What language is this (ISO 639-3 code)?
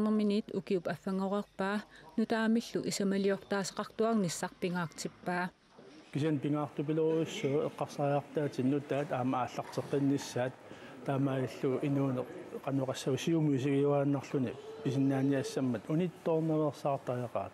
kal